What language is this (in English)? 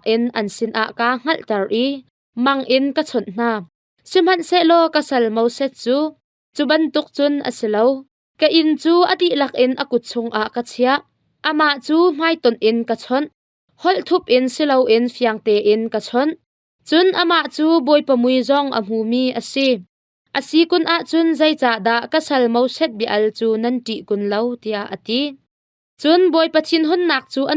Hakha Chin